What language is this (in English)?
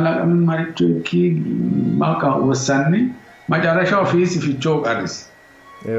Sidamo